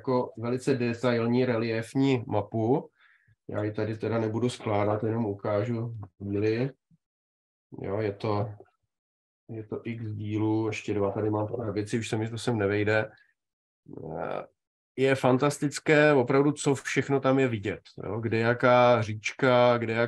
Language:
Czech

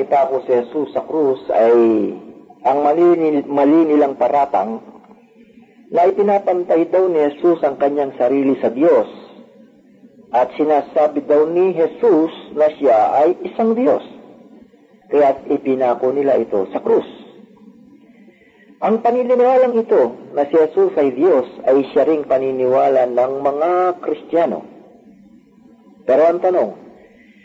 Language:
Filipino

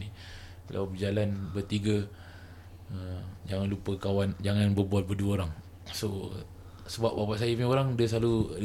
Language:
Malay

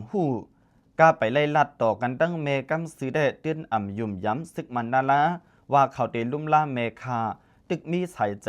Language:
Shan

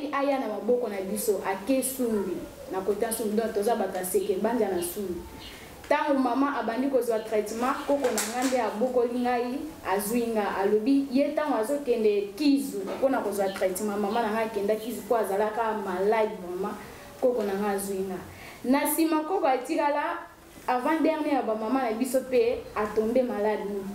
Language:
Lingala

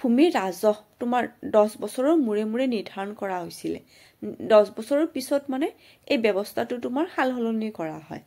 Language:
Assamese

